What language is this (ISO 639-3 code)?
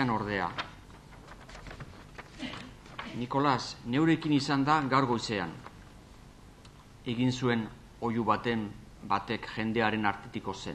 eus